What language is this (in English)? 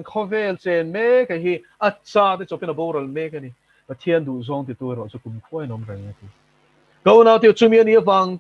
Mizo